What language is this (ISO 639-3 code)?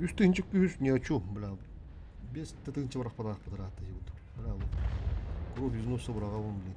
sah